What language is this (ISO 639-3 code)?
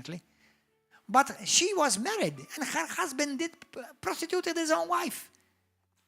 eng